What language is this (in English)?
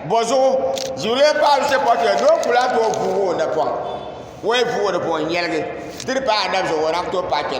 Dagbani